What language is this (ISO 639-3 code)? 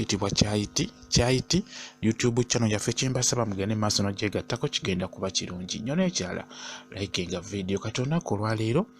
lug